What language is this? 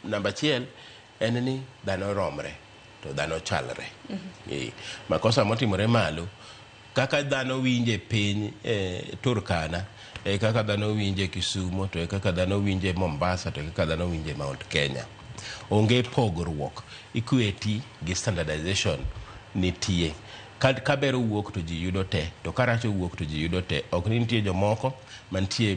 Luo (Kenya and Tanzania)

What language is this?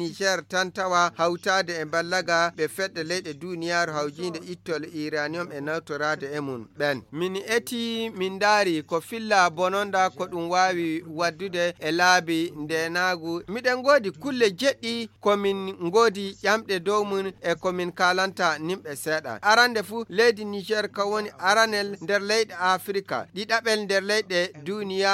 Fula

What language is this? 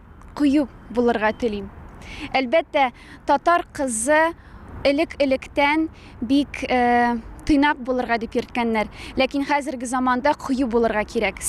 Tatar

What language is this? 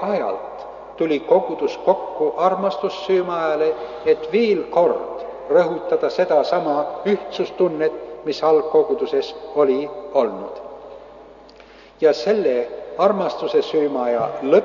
Estonian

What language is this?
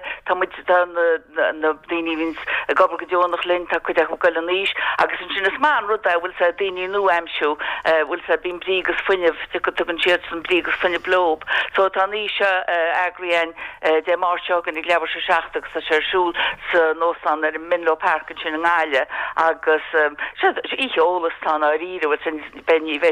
Irish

